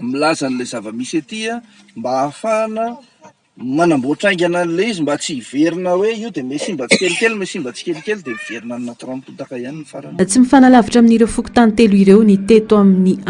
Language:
Malagasy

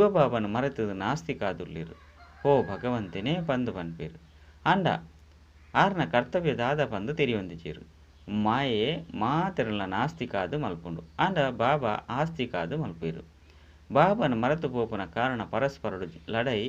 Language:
Tulu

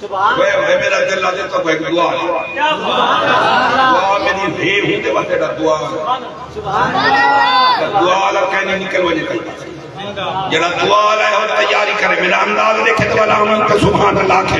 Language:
Saraiki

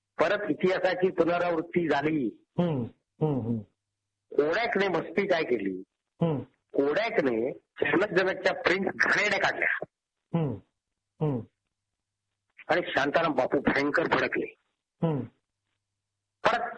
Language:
Marathi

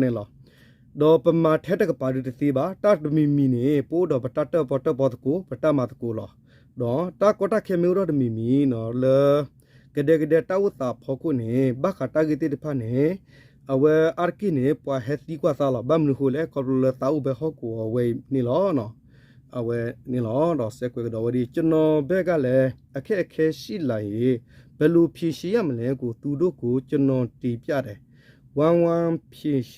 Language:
S'gaw Karen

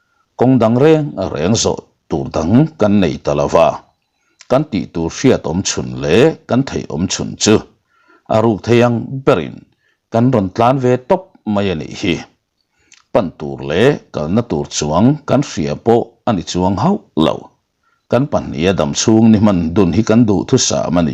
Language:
Mizo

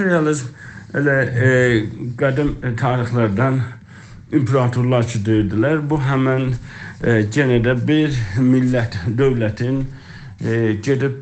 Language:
South Azerbaijani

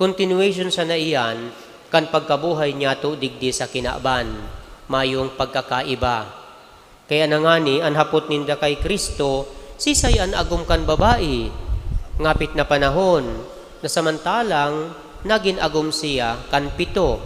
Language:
Bikol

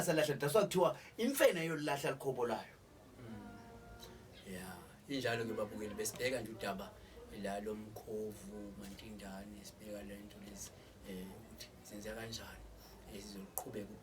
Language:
Zulu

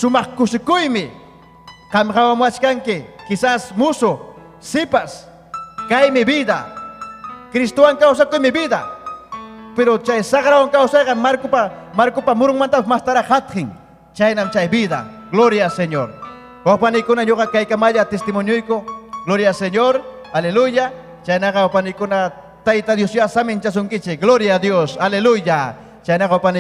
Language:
Ayacucho Quechua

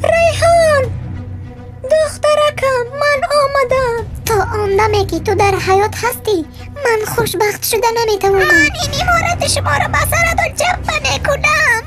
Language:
Tajik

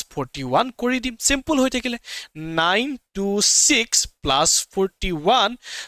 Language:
Assamese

